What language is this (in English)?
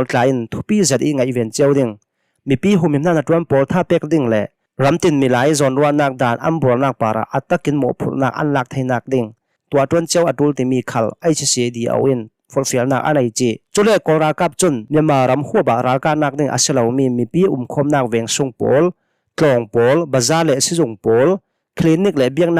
Hakha Chin